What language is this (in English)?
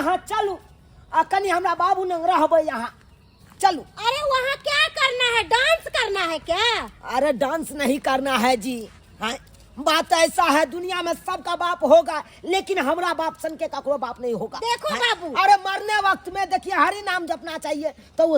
Maithili